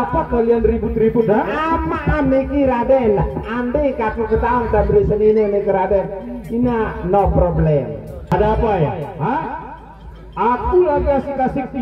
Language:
Sasak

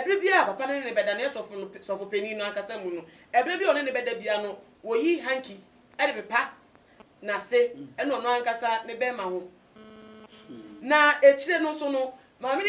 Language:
Akan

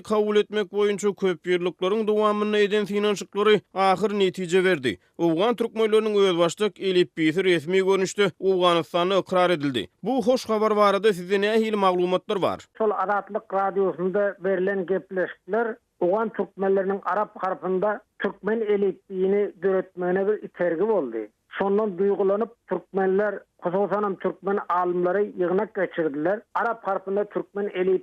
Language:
Turkmen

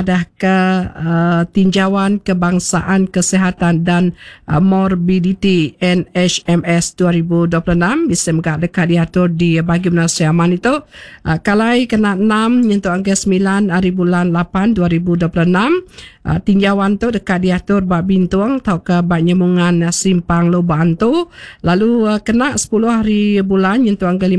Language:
Iban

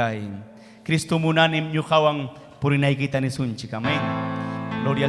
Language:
Ayacucho Quechua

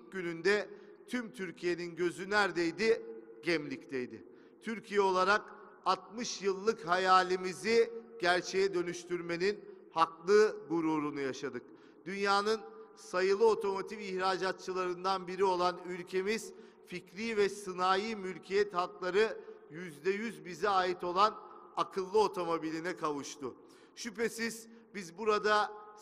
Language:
Turkish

